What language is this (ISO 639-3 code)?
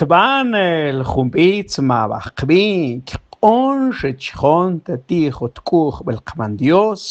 mam